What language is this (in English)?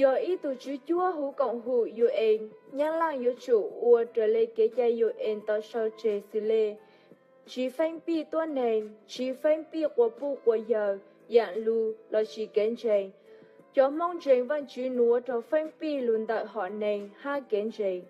Hmong